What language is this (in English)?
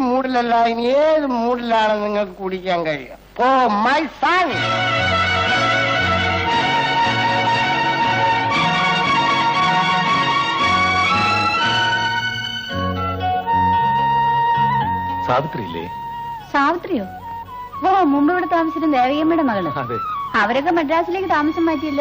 Malayalam